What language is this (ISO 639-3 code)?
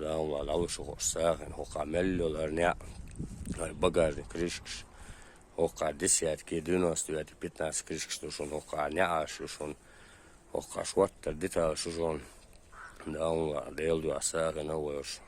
che